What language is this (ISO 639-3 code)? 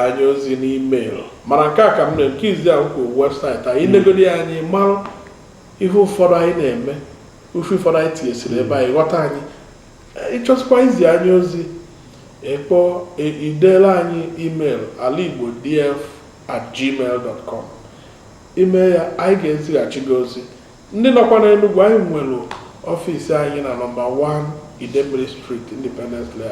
ibo